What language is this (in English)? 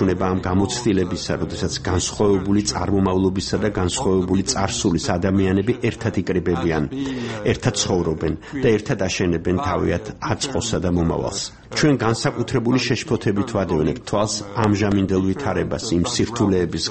Georgian